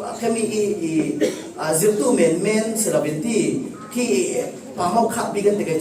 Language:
Falam Chin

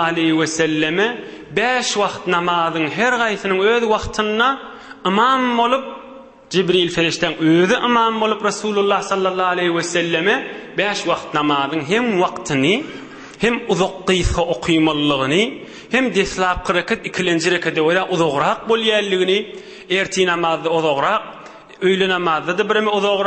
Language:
Turkmen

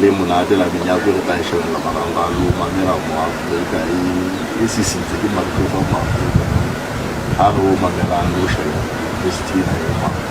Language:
Southern Sotho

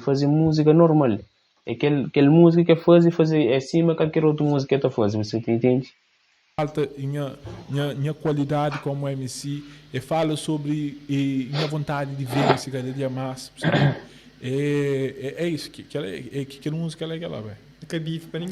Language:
Kabuverdianu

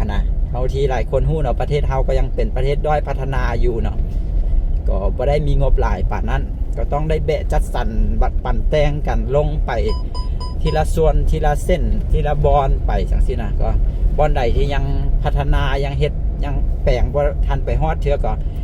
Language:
Lao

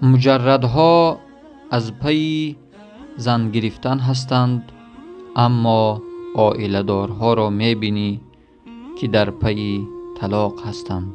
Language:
Tajik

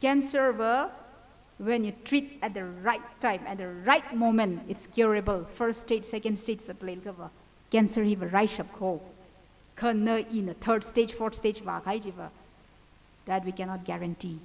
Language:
Tangkhul Naga (India)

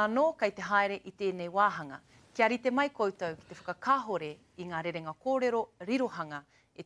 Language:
Māori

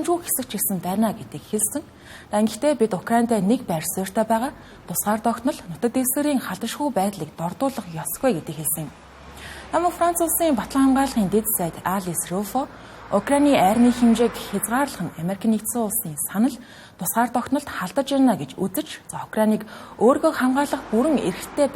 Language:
Mongolian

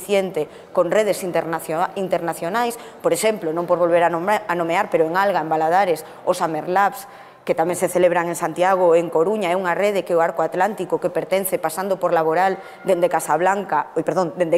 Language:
Galician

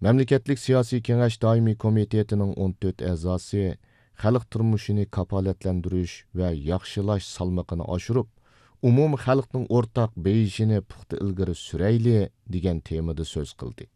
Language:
Uyghur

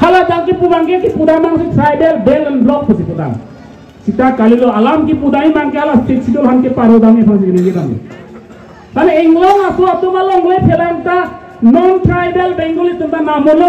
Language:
Karbi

